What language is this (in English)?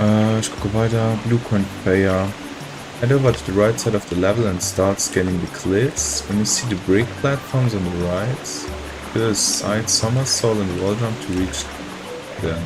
Luxembourgish